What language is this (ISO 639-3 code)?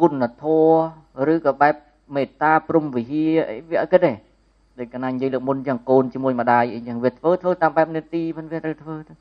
khm